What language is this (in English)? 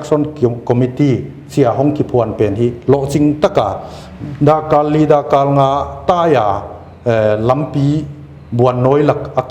Paite Chin